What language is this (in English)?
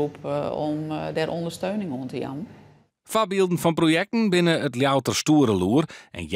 Western Frisian